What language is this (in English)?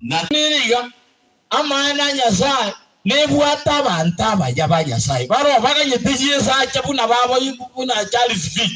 Gusii